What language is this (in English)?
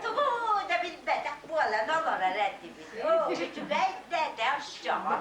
Yakut